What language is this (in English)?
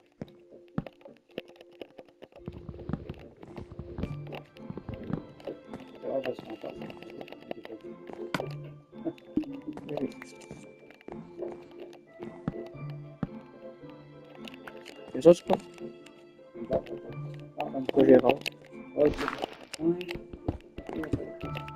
French